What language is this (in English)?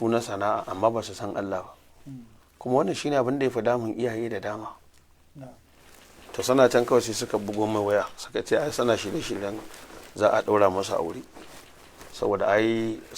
Hausa